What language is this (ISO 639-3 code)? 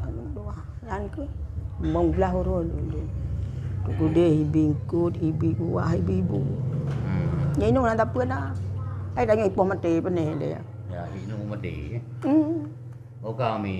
ace